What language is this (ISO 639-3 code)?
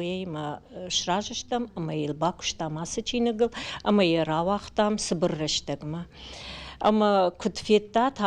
oss